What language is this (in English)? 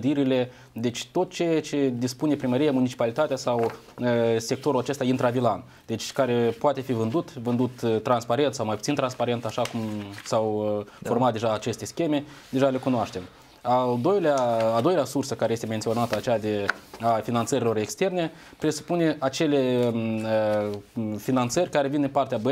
Romanian